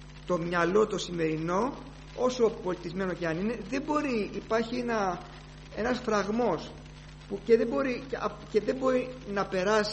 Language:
Greek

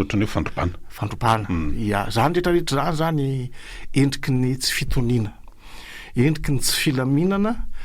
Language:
Malagasy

